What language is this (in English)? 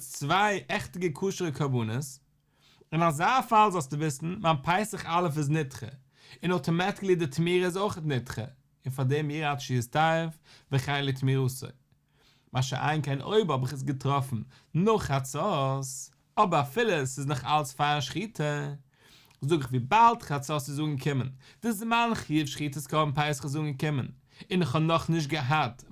Yiddish